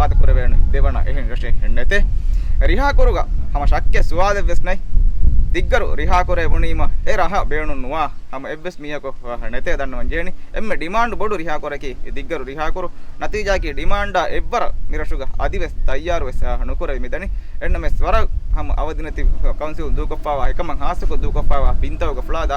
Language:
Divehi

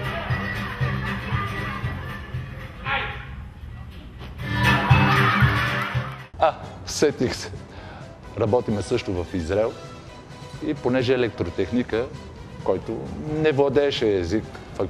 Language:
Bulgarian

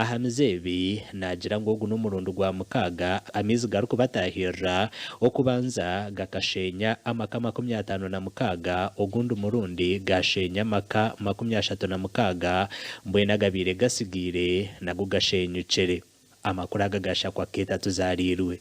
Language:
Nyankole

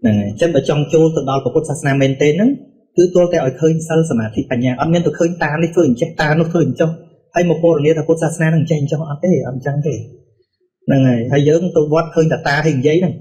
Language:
Khmer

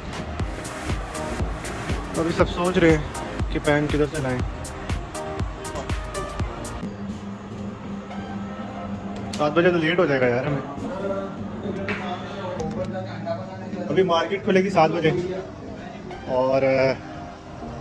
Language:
Hindi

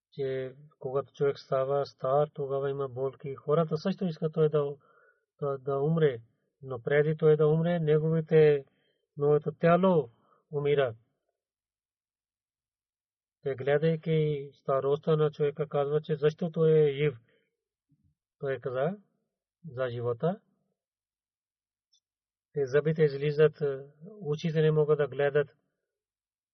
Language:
Bulgarian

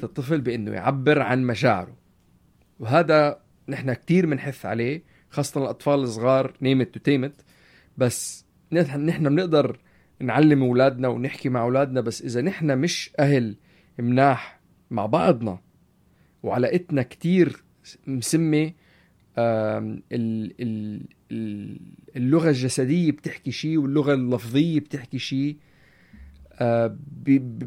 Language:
North Levantine Arabic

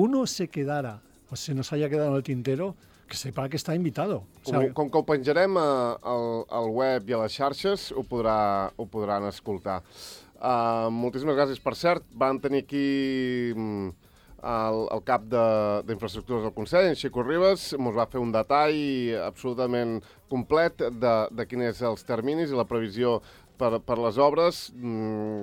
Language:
Catalan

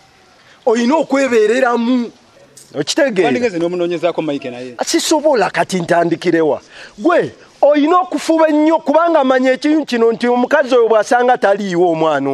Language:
Ganda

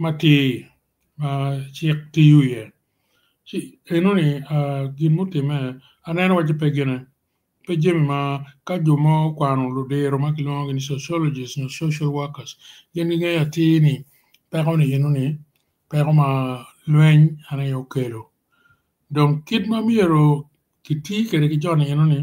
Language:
Acoli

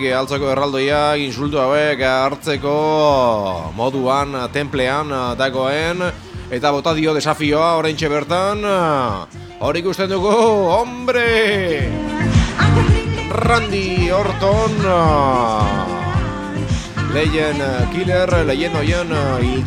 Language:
Basque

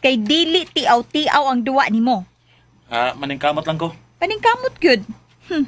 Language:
Cebuano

